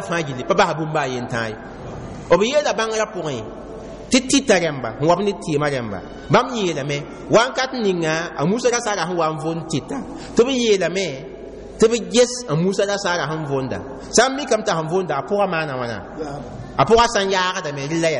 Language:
Mossi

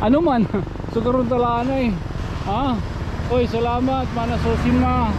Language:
Waray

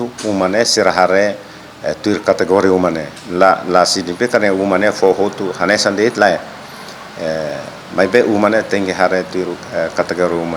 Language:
Tetum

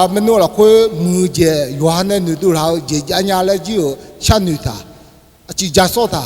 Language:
Akha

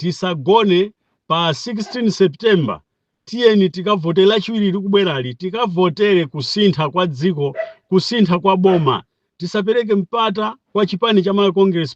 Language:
Nyanja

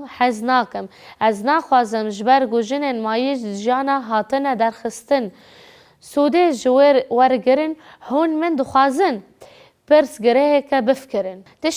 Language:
Kurdish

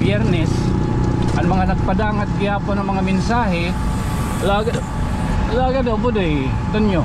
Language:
Waray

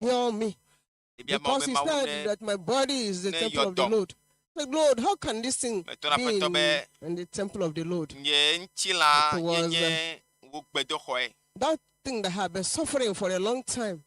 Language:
Ewe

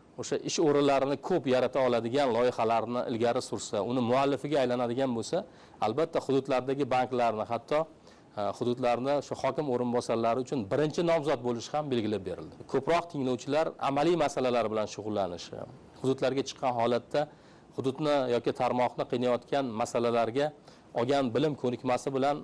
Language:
Uzbek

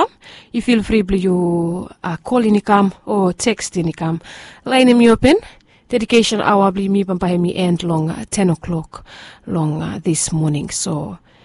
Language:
Bislama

